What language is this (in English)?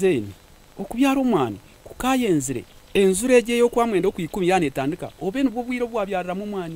Nyankole